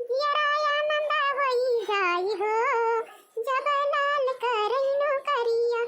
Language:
Awadhi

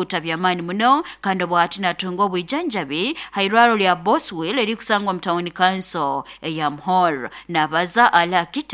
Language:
Nyoro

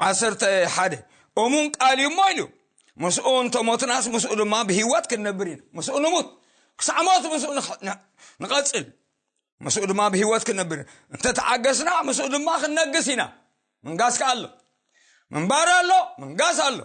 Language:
Tigrinya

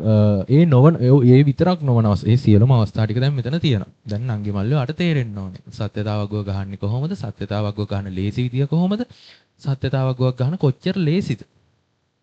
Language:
Sinhala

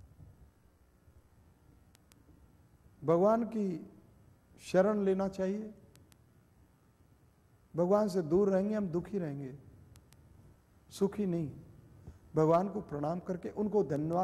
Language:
Hindi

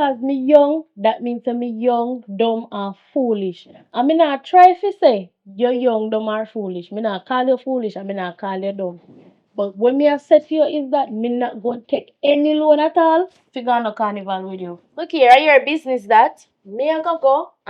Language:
Jamaican Creole English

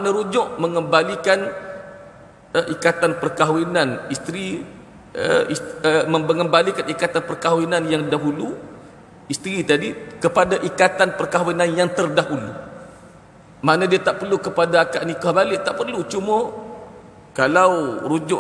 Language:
Malay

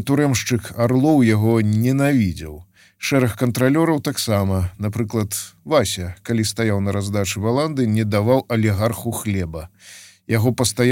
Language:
Belarusian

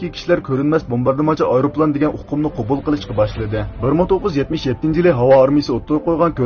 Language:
Uyghur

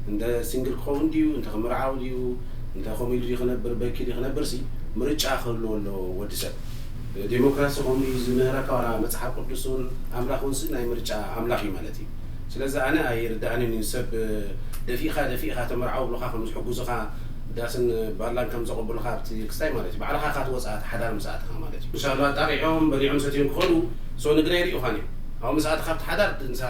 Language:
Tigrinya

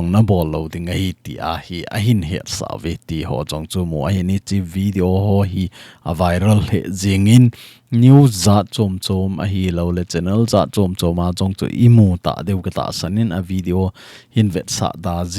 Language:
Thado Chin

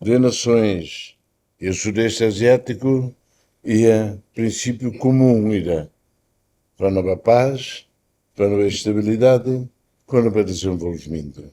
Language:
Tetum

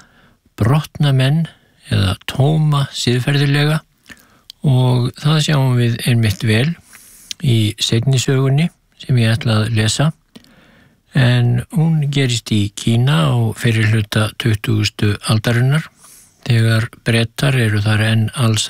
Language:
Icelandic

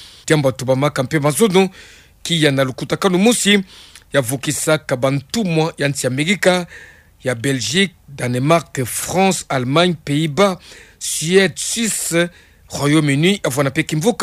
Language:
Kituba (Democratic Republic of Congo)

